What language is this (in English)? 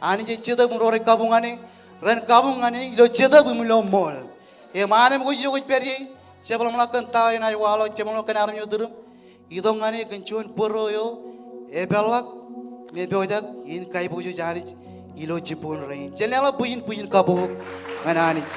Marshallese